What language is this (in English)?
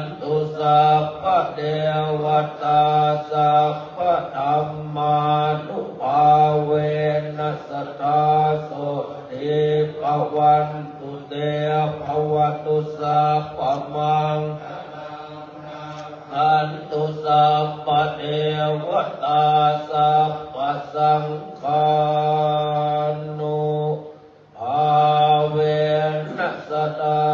Pali